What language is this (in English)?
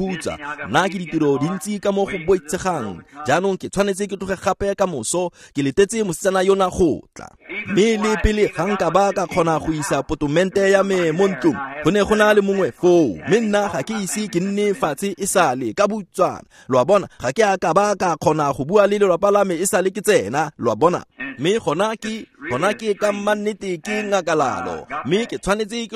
Tswana